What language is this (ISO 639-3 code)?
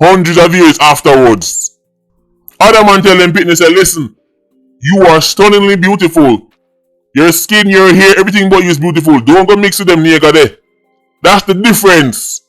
jam